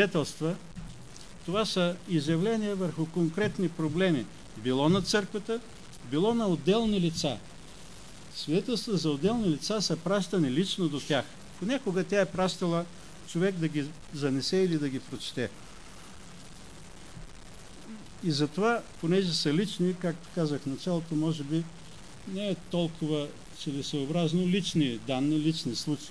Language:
Bulgarian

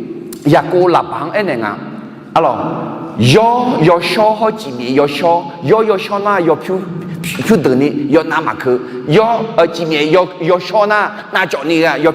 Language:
Akha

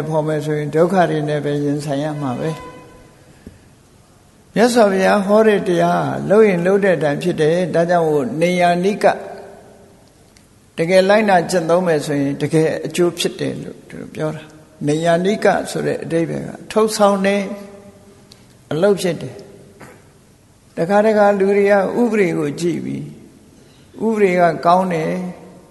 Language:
Burmese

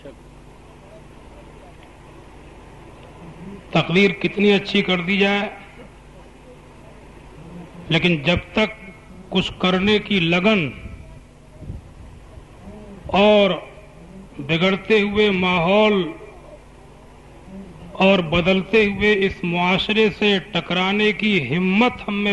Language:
Urdu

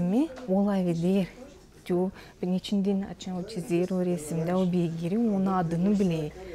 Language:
Gagauz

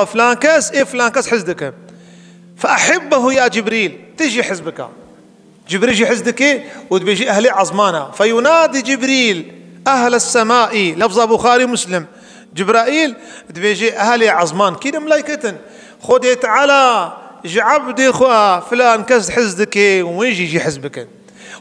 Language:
Kurdish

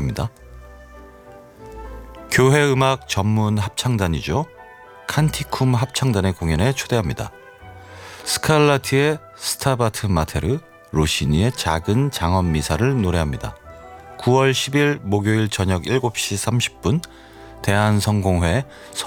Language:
Korean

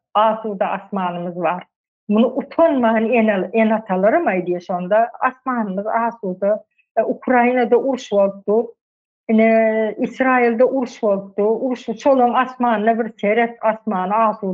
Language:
Turkmen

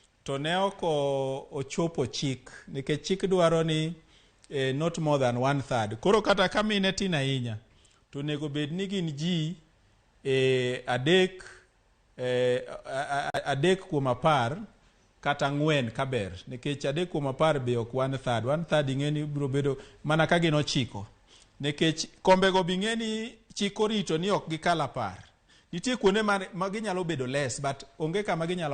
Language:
Luo (Kenya and Tanzania)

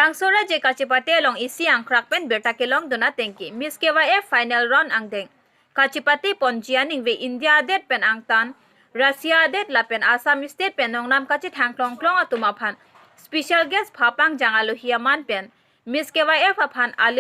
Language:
Karbi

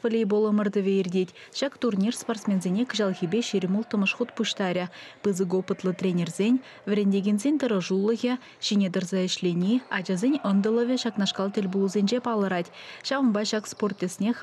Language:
Chuvash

